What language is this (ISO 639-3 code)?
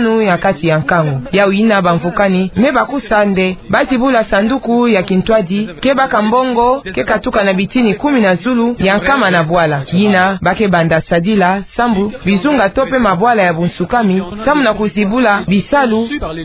ktu